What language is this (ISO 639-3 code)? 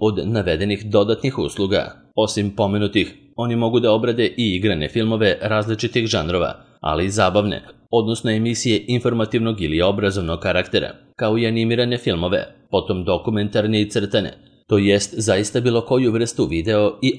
srp